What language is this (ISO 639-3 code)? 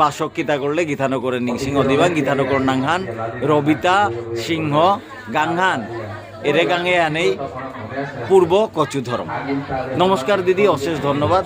bpy